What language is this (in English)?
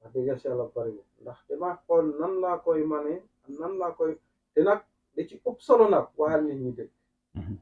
Wolof